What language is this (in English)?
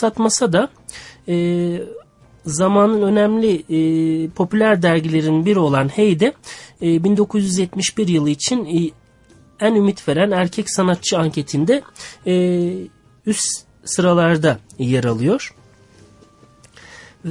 Turkish